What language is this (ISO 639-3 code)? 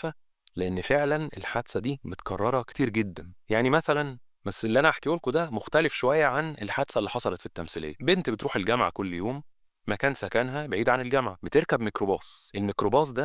arz